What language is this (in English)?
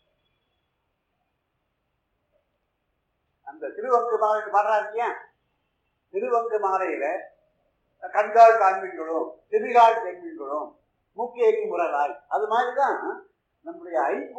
Tamil